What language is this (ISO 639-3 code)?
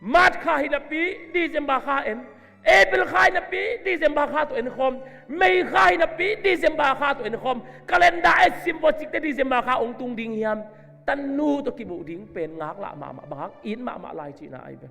ctd